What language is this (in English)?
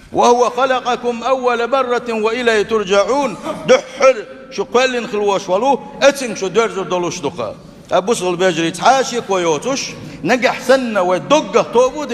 Chechen